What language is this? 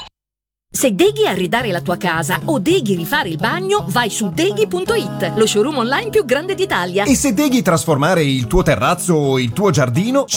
Italian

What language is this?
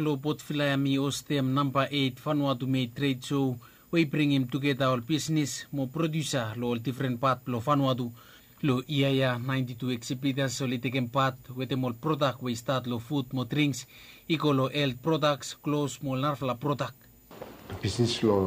Bislama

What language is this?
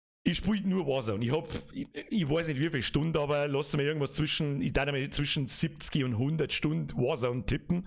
Bavarian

